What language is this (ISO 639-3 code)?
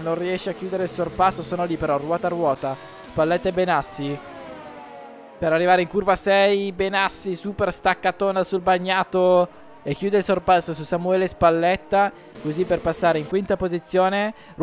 ita